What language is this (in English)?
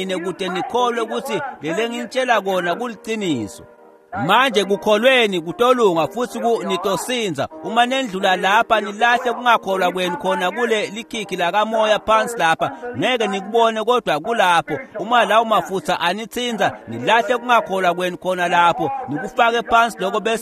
Swati